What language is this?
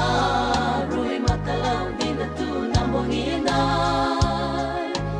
Fijian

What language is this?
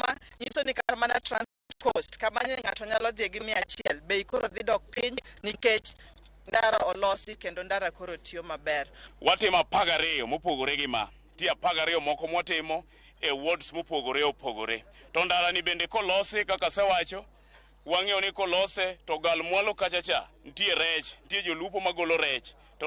Luo (Kenya and Tanzania)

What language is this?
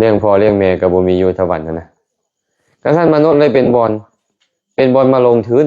Lao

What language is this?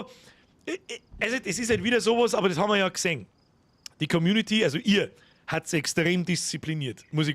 Bavarian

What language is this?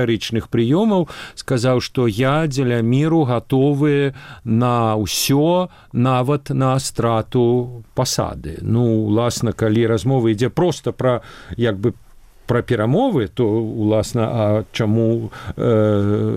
Belarusian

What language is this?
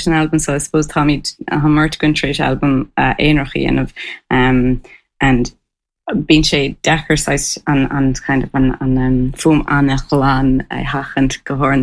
Irish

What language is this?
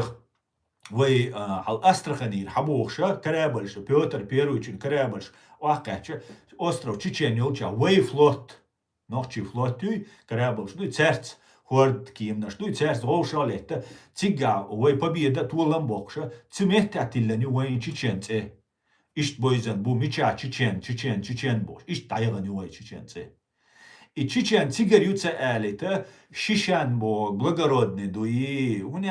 Chechen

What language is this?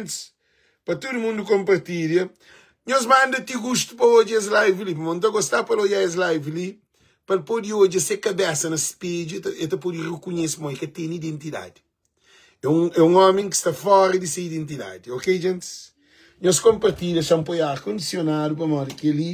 Kabuverdianu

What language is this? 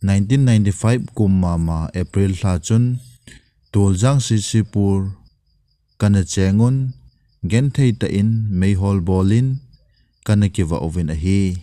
Thado Chin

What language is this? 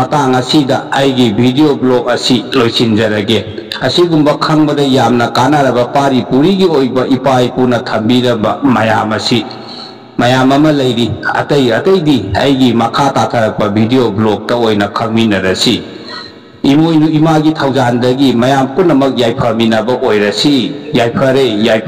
Manipuri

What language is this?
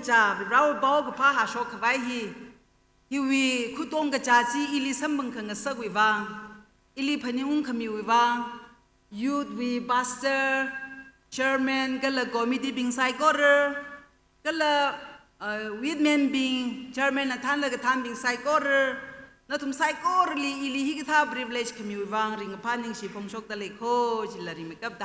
Tangkhul Naga (India)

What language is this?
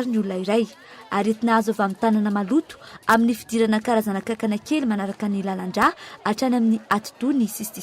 Malagasy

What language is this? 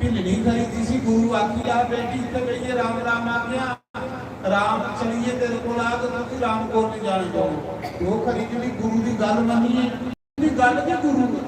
Dogri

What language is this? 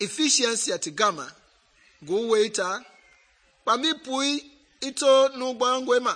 Mende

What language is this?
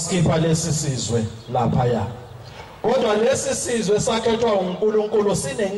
Zulu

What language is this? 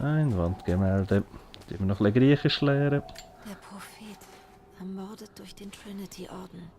Swiss German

